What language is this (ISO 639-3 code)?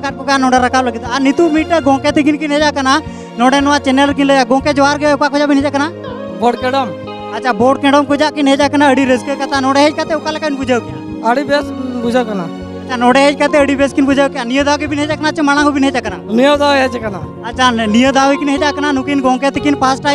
sat